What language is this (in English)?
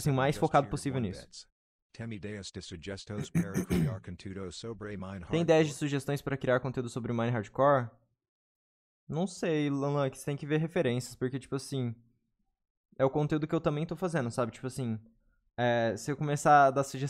Portuguese